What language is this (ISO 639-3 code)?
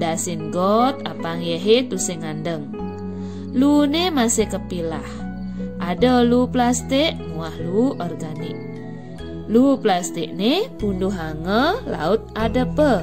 ban